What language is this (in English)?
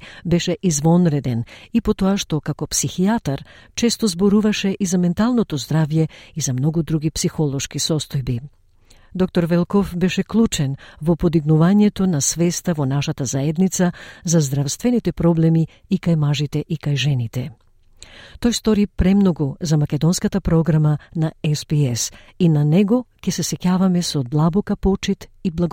Macedonian